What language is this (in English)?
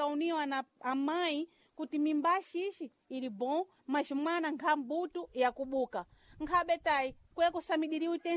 Sena